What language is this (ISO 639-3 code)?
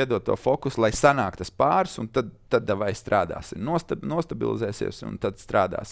lav